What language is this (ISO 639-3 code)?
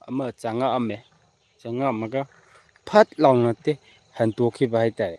mni